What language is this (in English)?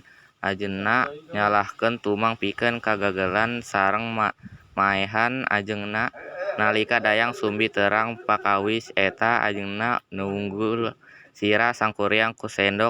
Sundanese